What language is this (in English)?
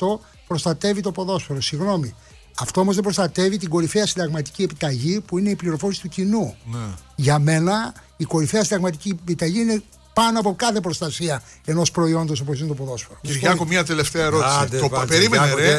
Greek